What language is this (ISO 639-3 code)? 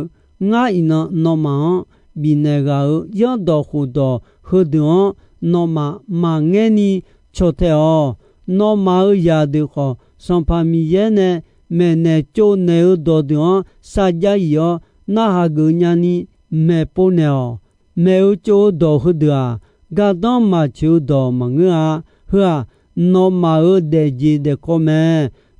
ahk